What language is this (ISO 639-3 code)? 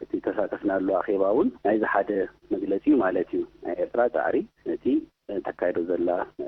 tir